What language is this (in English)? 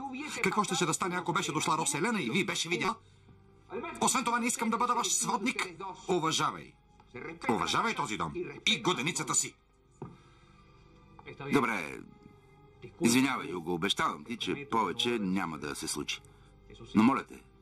Bulgarian